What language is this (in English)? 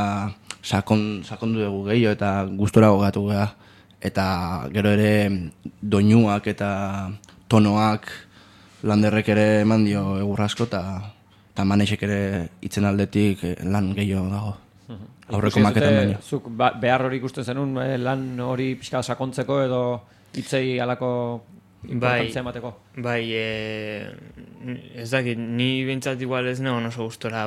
Basque